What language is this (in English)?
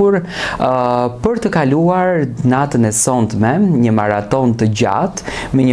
Albanian